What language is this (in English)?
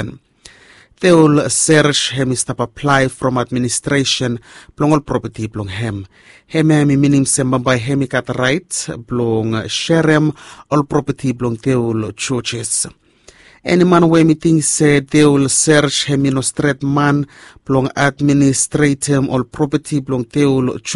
Bislama